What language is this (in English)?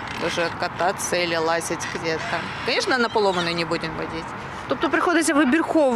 Ukrainian